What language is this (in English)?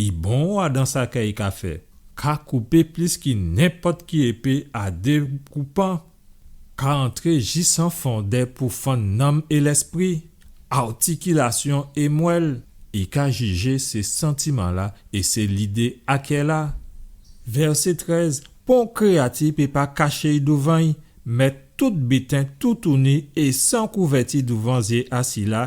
Guadeloupean Creole French